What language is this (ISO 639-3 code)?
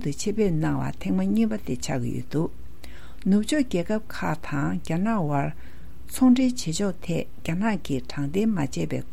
bod